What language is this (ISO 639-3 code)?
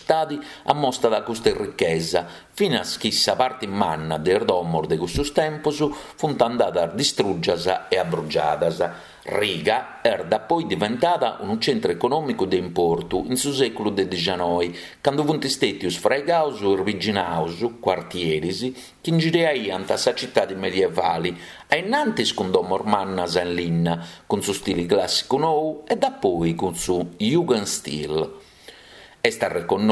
srd